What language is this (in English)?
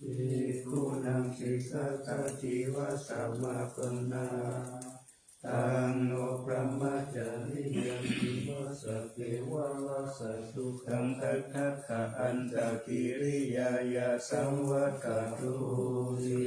Pali